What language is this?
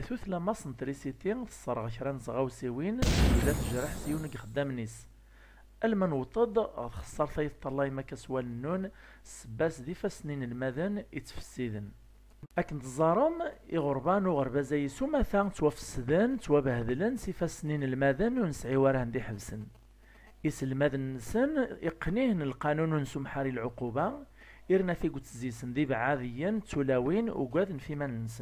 Kabyle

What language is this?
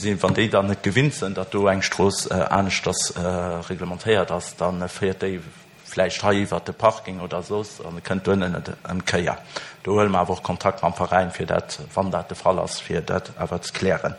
Luxembourgish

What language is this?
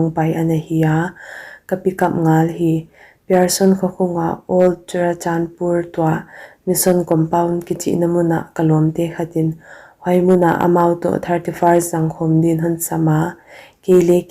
Paite Chin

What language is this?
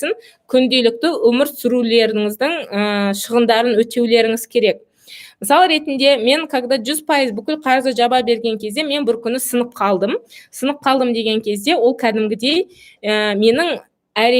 Kazakh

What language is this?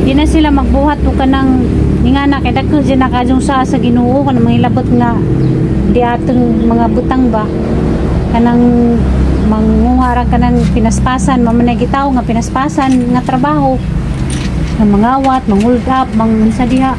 Cebuano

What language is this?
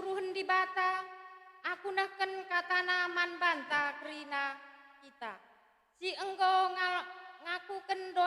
Batak Karo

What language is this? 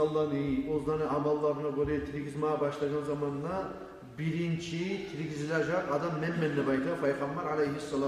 Kumyk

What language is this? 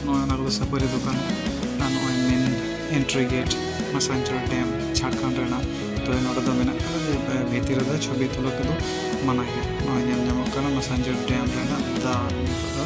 Santali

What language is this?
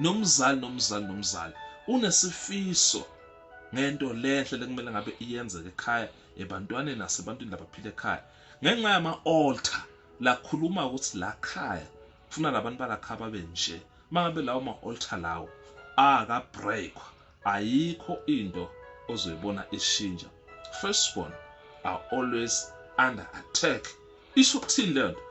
Zulu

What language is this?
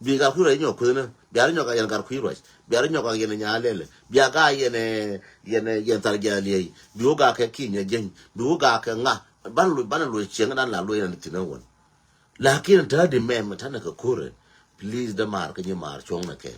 Nuer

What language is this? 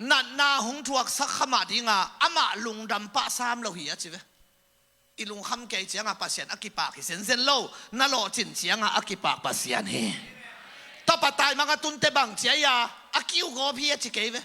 Tedim Chin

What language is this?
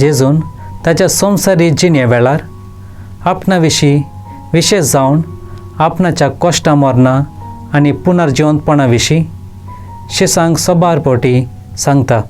Konkani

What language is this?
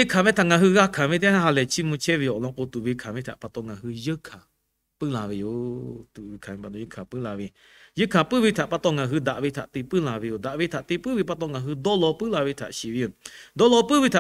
Lahu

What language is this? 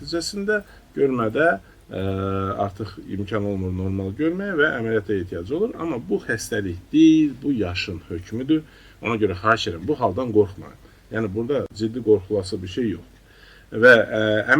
Azerbaijani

